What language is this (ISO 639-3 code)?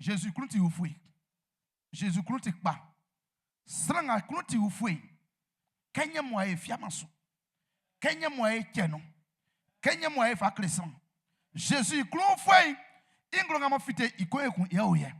bci